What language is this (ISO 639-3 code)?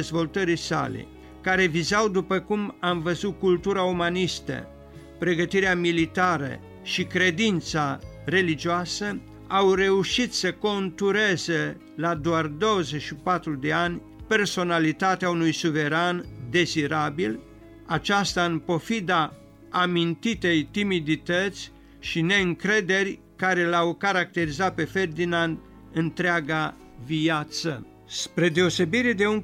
ron